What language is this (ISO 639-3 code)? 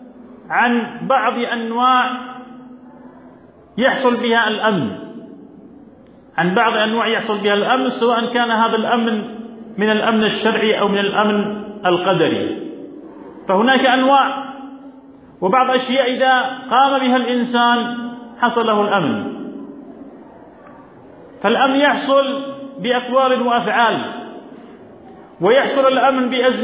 ara